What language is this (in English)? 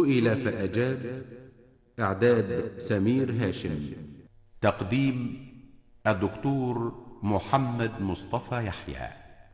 Arabic